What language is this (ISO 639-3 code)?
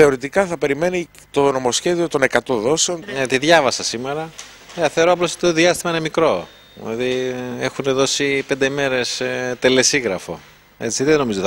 ell